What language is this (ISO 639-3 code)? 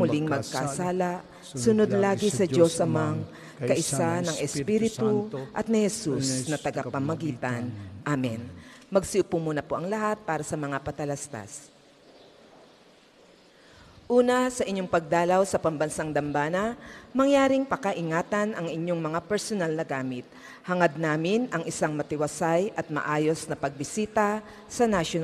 fil